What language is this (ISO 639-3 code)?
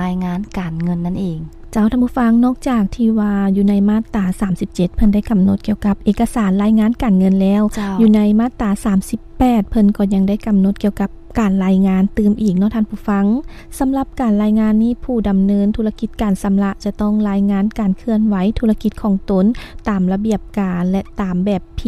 lao